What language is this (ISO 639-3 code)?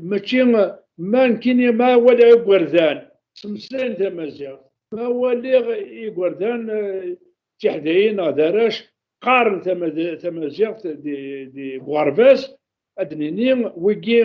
kab